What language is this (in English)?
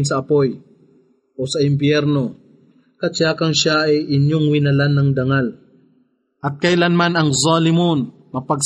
Filipino